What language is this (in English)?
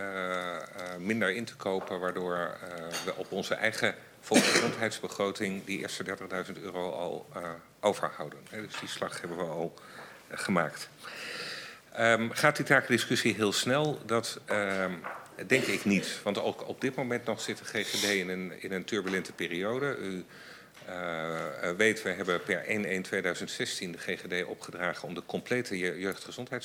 Dutch